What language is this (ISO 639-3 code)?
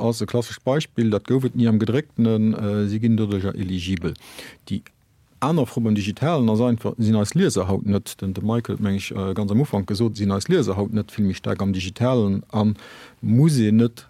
ltz